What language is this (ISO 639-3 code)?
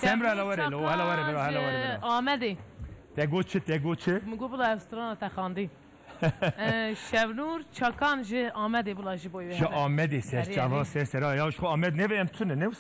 kur